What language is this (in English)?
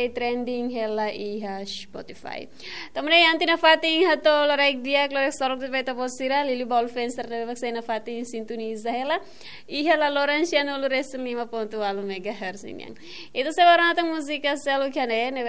Tetum